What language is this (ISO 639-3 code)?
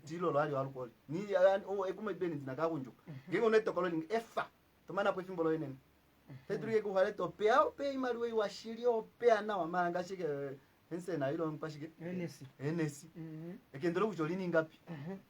kua